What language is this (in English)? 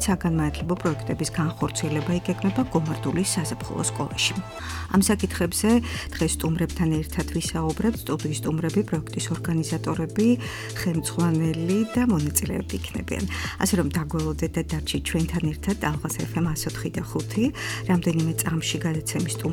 Georgian